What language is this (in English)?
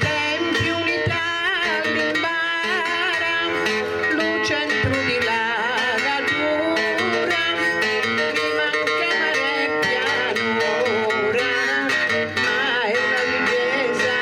Sardinian